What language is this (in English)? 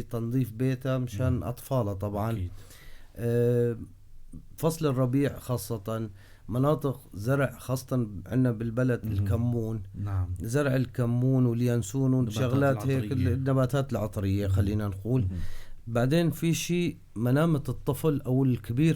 North Levantine Arabic